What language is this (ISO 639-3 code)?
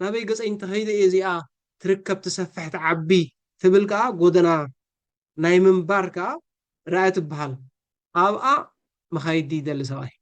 tir